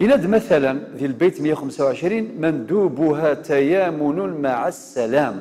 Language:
Kabyle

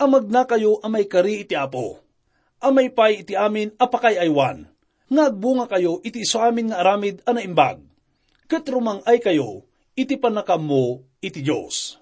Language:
Iloko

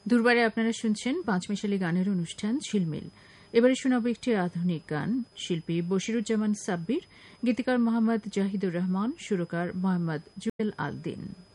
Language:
Bangla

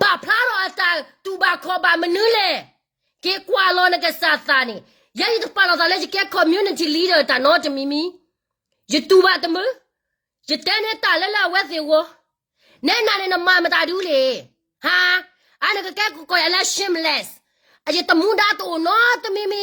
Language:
S'gaw Karen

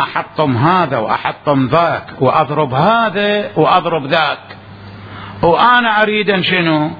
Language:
Mesopotamian Arabic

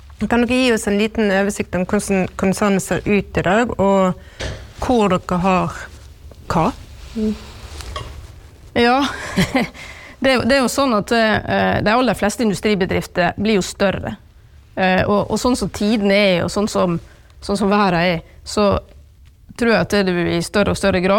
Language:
Norwegian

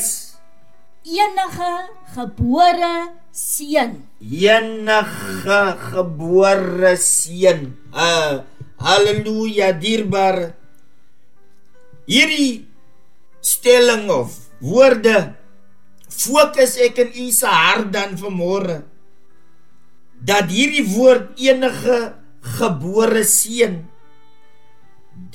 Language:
Afrikaans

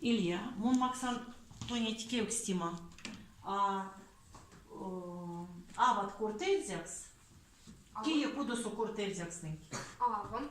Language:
Erzya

